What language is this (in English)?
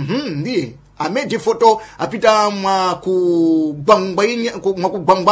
Sena